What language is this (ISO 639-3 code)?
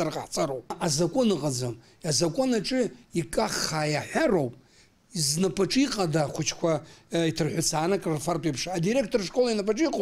abk